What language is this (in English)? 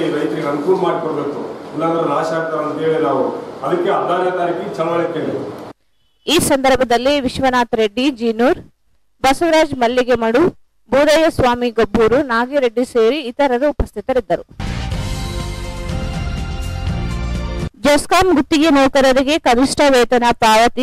Kannada